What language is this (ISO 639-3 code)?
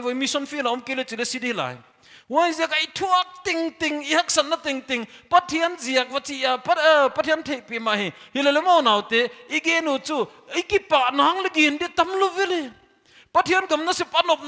pck